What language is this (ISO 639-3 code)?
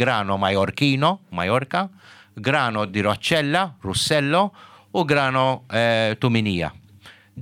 mlt